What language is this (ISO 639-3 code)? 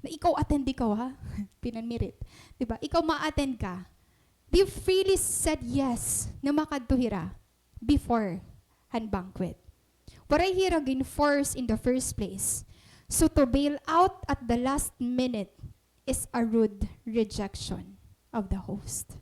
war